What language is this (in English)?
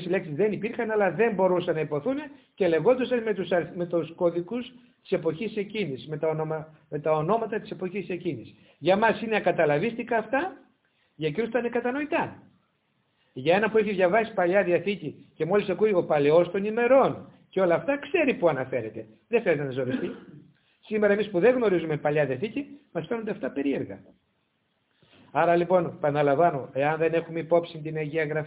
Greek